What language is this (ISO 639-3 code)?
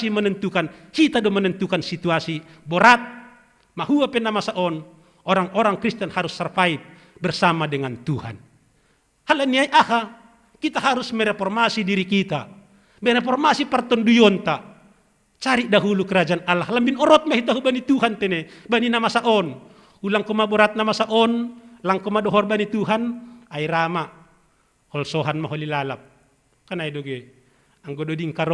bts